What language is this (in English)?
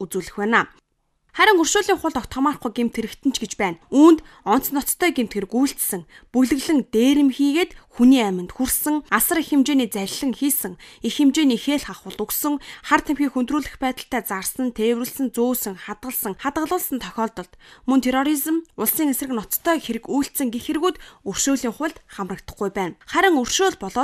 Mongolian